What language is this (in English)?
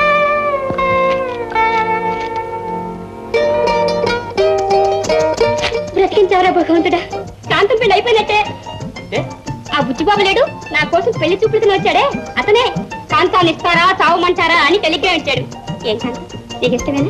Telugu